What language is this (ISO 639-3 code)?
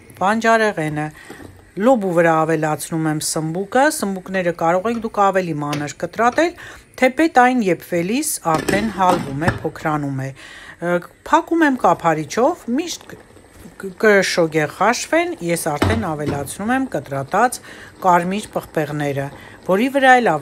hye